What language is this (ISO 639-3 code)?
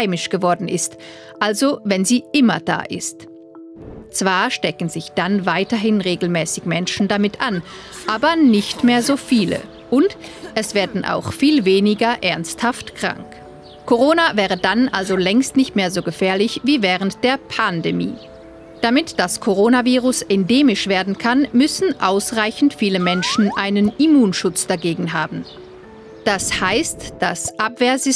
gsw